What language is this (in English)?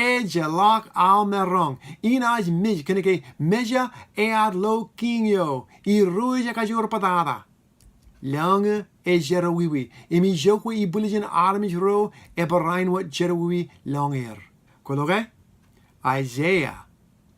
Marshallese